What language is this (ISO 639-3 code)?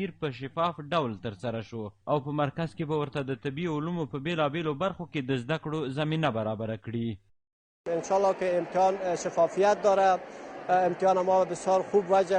pus